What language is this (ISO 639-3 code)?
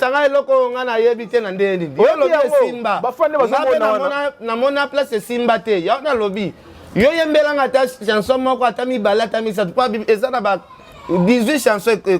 lin